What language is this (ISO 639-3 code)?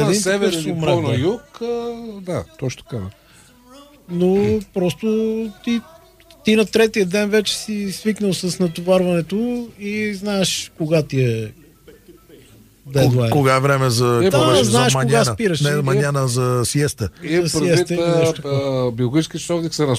bul